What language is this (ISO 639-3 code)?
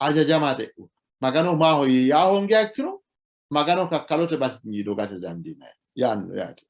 sid